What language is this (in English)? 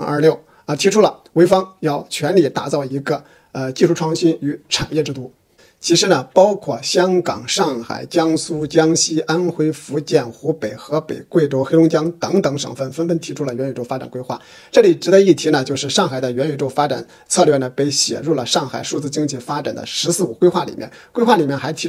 Chinese